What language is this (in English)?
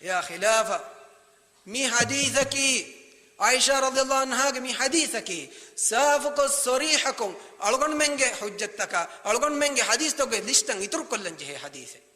Divehi